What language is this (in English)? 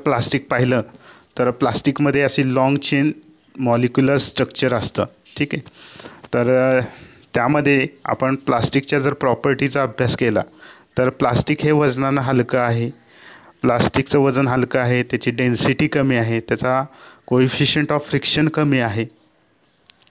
Marathi